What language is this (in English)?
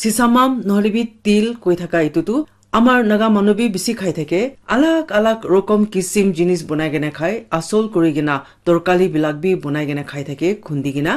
Naga Pidgin